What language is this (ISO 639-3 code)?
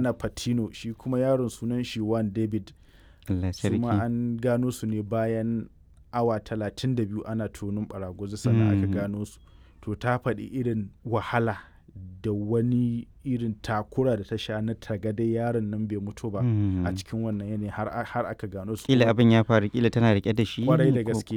hau